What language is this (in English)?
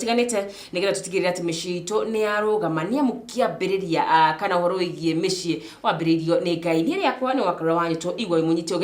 Kikuyu